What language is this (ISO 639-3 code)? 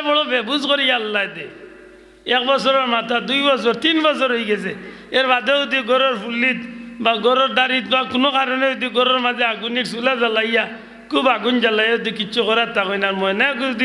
syl